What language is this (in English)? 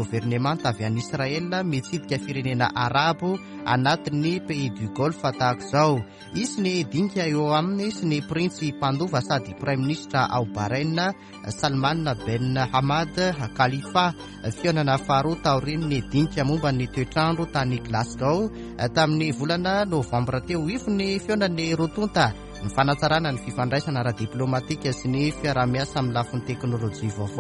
Malagasy